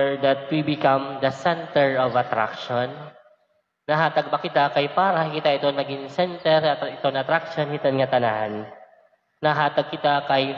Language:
Waray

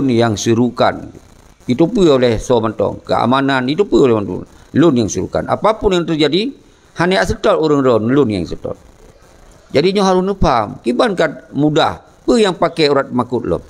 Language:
Achinese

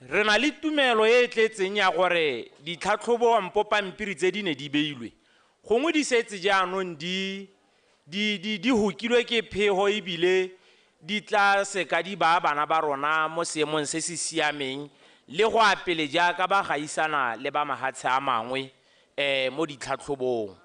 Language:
Tswana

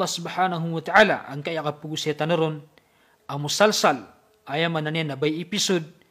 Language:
Maranao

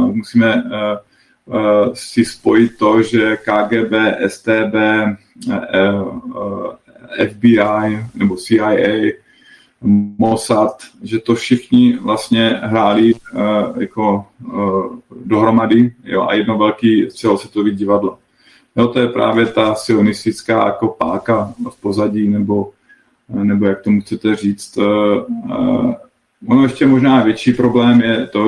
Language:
Czech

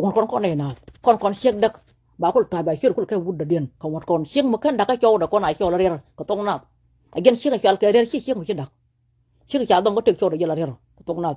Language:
Nuer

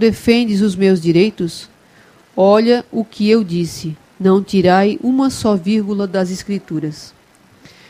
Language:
Portuguese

